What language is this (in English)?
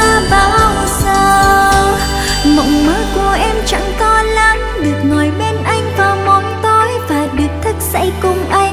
Vietnamese